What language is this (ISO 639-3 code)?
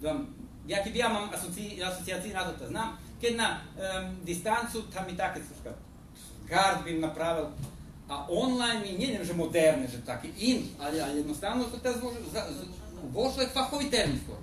rue